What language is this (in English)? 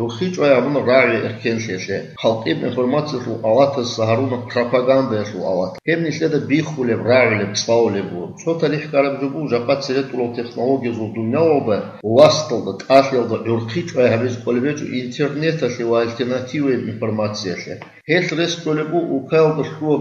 Avaric